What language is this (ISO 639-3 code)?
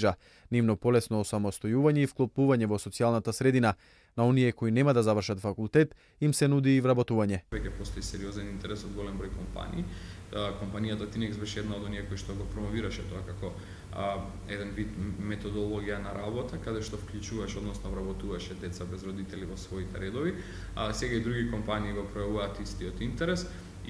mkd